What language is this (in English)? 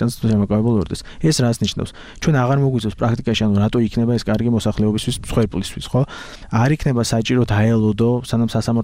Georgian